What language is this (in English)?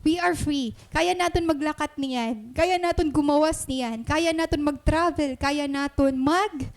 Waray